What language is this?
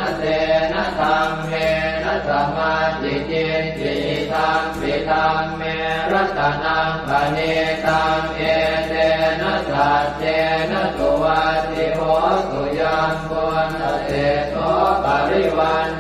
Pali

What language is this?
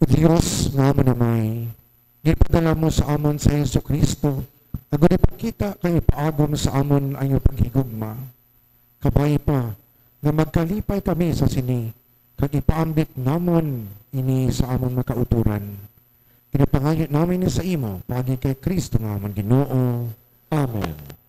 Hiligaynon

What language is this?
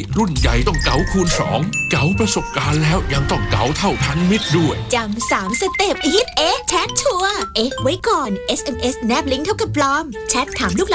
Thai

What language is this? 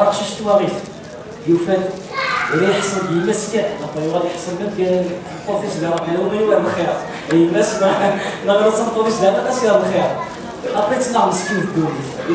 Kabyle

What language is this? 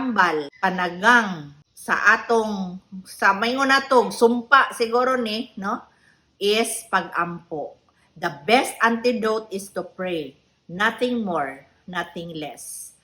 Cebuano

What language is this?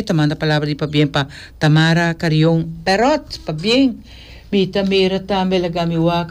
Papiamento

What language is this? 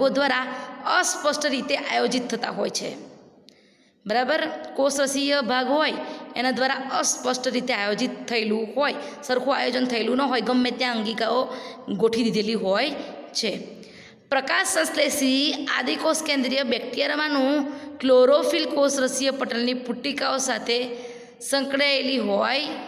Gujarati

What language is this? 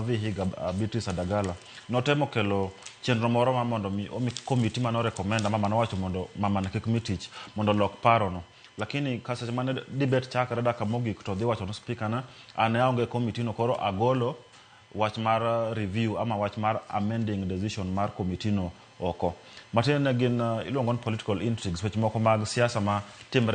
Luo (Kenya and Tanzania)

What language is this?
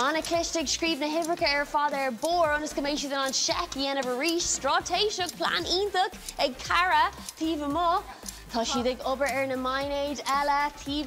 Irish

